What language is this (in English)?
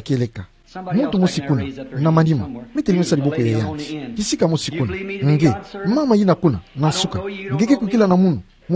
Kituba (Democratic Republic of Congo)